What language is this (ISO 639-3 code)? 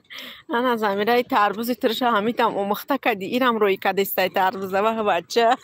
tgk